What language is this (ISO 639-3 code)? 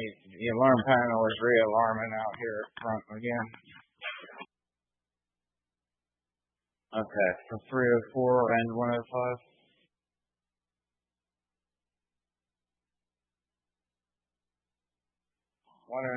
eng